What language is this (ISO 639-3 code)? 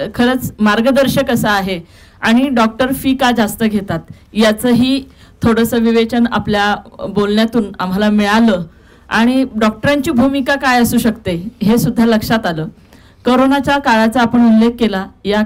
mar